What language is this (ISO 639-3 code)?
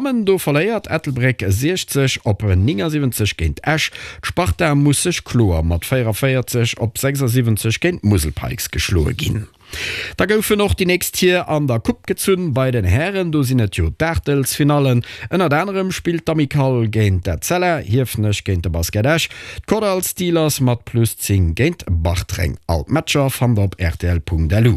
ltz